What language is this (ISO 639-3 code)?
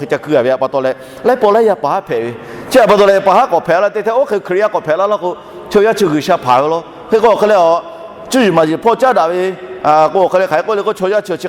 lhu